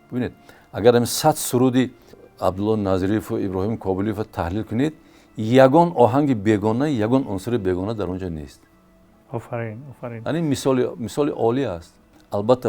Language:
Tajik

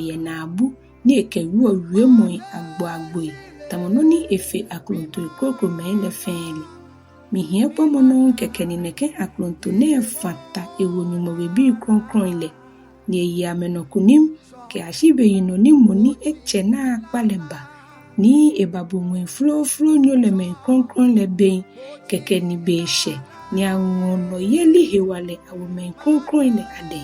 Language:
Ga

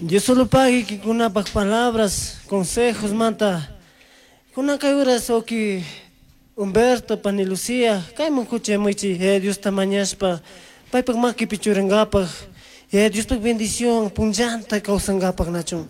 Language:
Chimborazo Highland Quichua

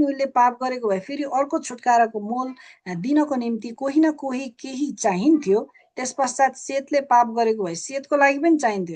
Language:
Nepali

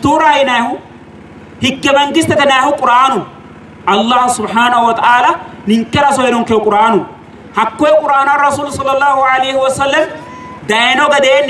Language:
Sidamo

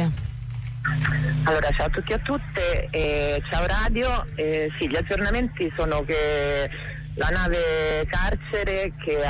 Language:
Italian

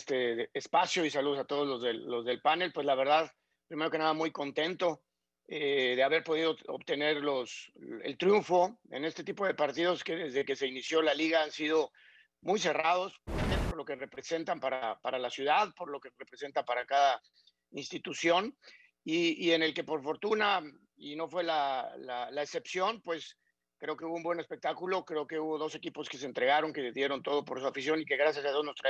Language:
Spanish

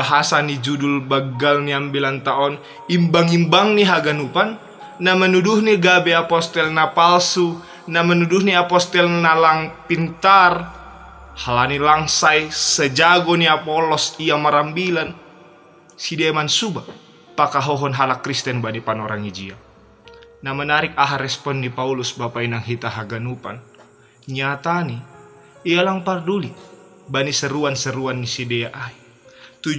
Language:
Batak Simalungun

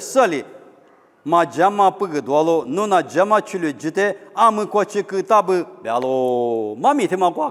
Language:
Lisu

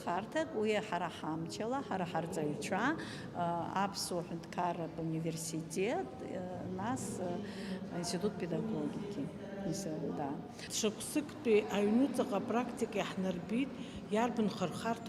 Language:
Abkhazian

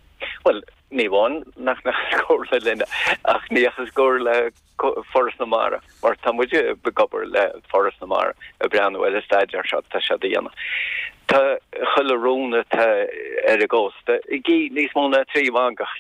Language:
Irish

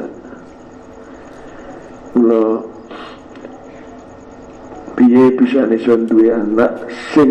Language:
Javanese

